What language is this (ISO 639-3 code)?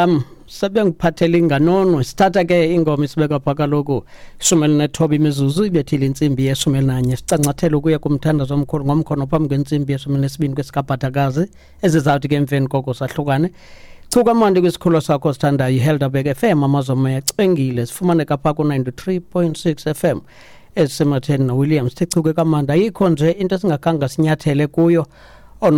xho